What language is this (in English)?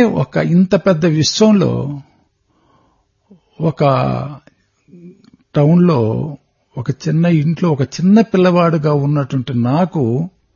Telugu